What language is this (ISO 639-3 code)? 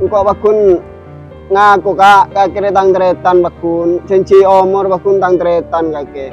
mad